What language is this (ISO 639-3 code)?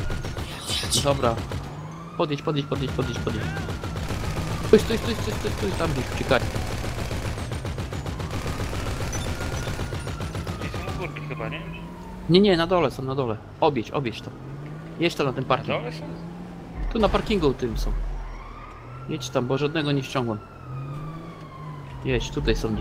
pol